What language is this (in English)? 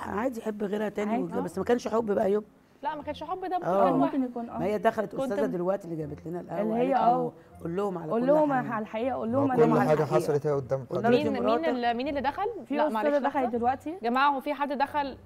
Egyptian Arabic